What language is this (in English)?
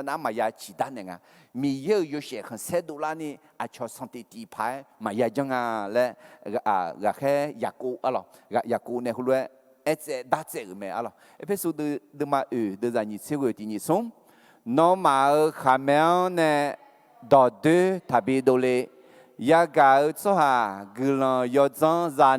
Akha